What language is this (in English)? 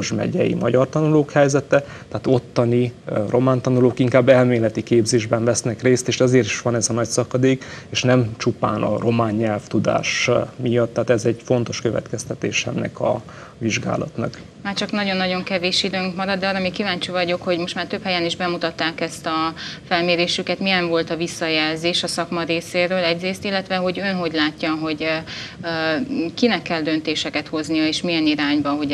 Hungarian